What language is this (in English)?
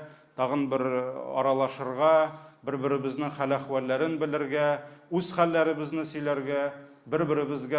Tatar